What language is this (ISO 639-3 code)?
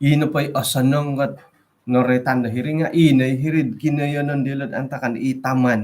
dtp